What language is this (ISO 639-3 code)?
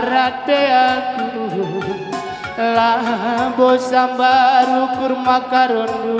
btx